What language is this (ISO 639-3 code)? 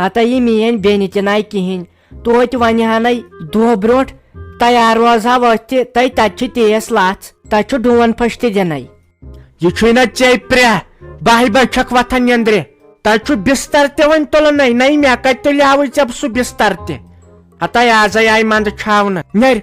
kas